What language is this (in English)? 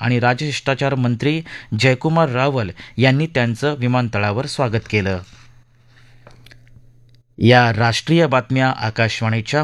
Marathi